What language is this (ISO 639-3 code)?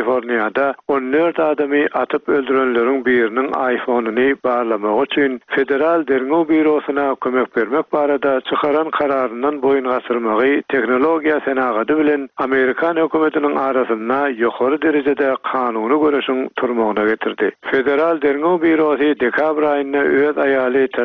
tuk